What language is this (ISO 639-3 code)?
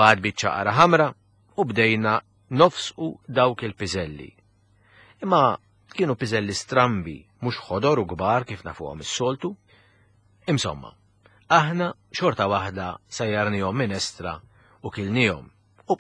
mlt